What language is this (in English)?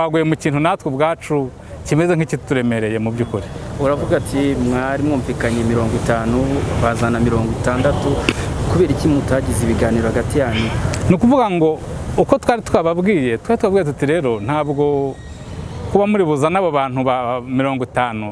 Kinyarwanda